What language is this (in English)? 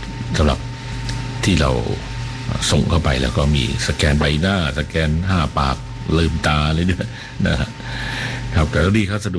Thai